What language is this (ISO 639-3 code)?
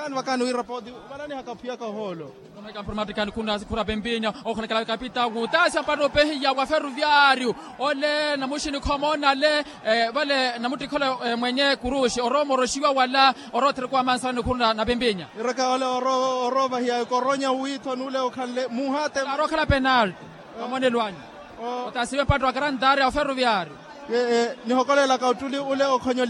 vmw